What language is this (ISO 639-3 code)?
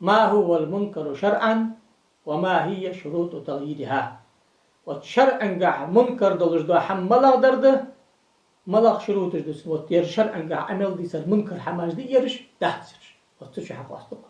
inh